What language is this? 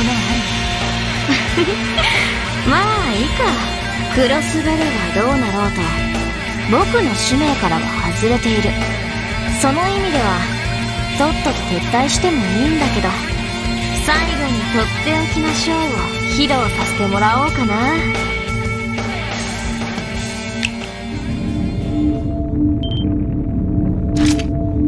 Japanese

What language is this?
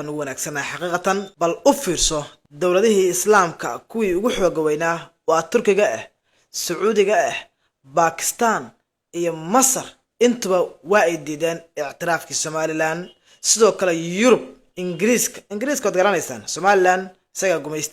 Somali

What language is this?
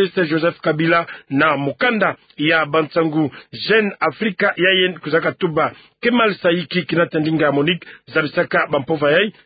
Kituba (Democratic Republic of Congo)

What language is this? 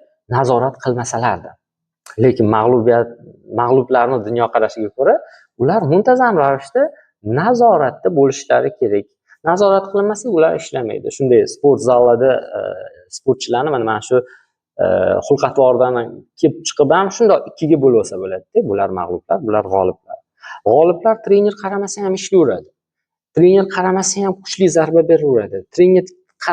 Uzbek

